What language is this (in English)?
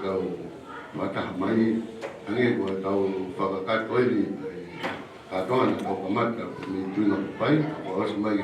Tongan